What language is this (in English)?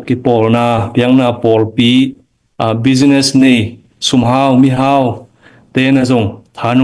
Tedim Chin